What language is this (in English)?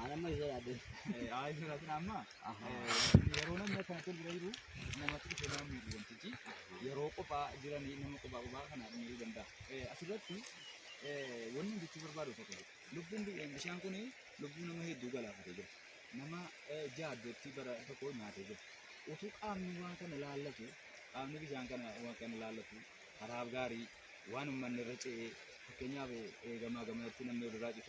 Oromo